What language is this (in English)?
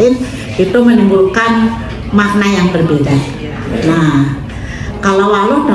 Banjar